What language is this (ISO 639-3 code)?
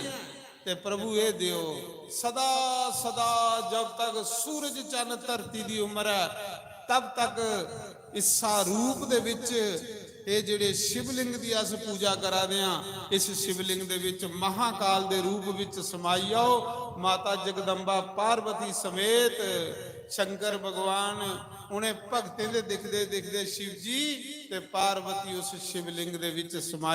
doi